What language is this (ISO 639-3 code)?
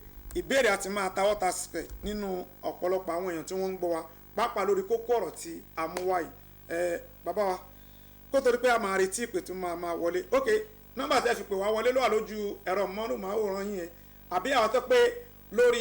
yor